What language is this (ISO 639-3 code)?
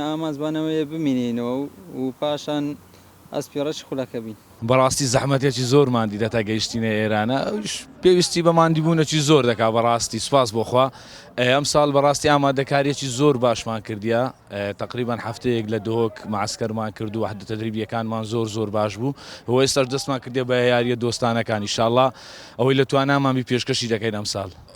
ckb